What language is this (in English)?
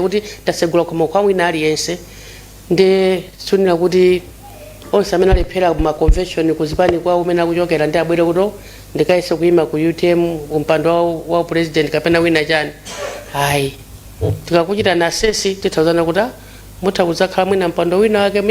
Nyanja